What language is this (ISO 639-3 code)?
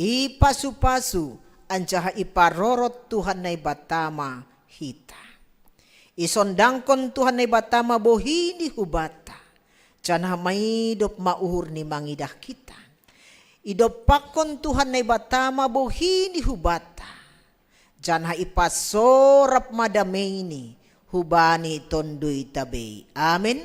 bts